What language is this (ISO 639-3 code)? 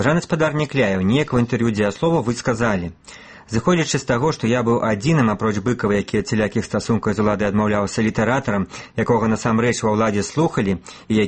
bel